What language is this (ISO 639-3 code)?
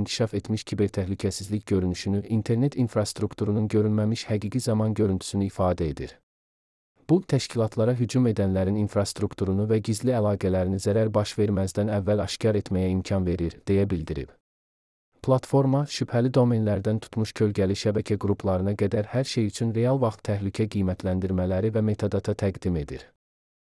aze